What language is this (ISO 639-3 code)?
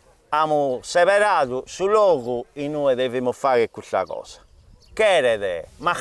srd